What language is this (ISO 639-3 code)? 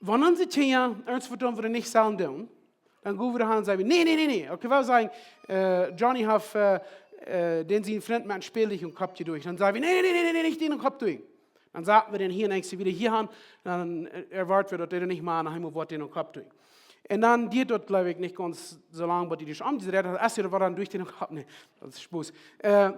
pdt